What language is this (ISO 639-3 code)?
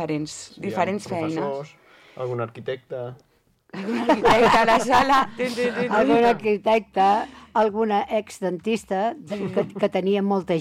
cat